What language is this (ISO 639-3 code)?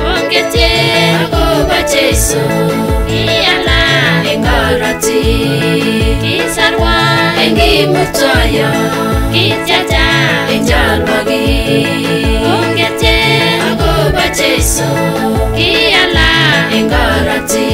sgc